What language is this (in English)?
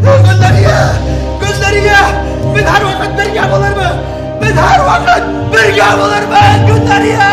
Bashkir